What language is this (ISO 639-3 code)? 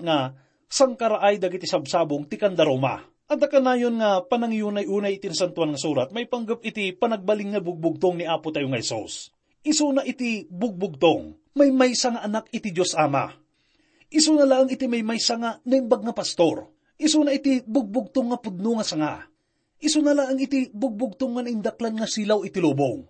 ilo